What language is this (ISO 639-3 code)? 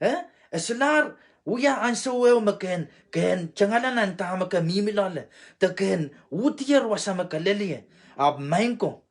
pon